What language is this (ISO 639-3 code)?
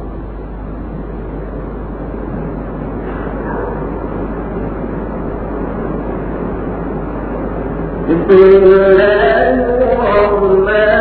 urd